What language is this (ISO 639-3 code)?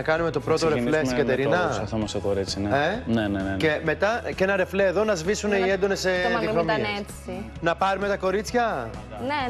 ell